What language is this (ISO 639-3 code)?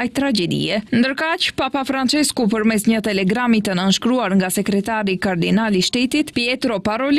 sqi